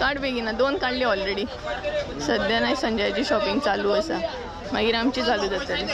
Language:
Konkani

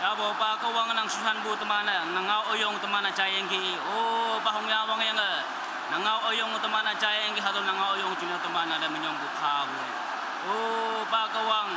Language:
Naga Pidgin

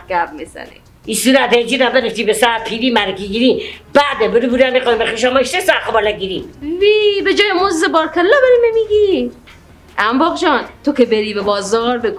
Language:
Persian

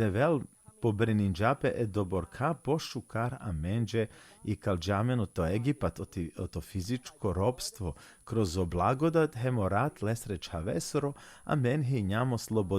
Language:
Balkan Romani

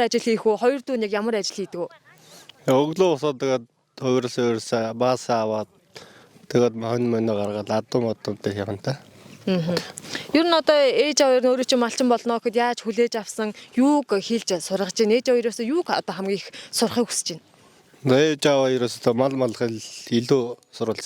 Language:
Mongolian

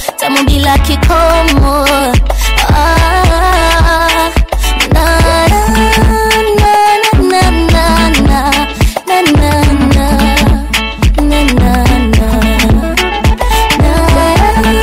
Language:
Swahili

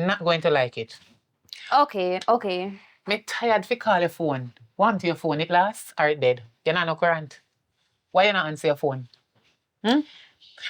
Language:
Jamaican Creole English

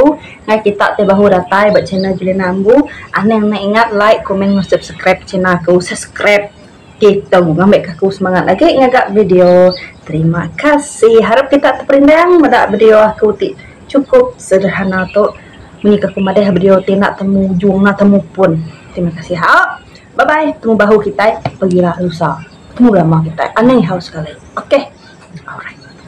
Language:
Iban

